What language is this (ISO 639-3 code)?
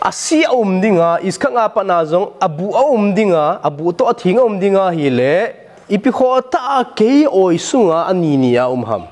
tcz